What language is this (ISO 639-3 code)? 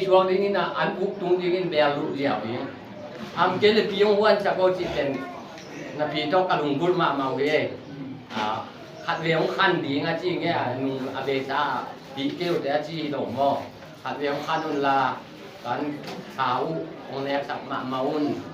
ctd